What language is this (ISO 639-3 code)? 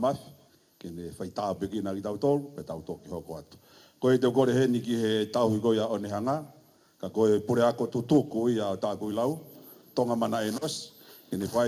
ton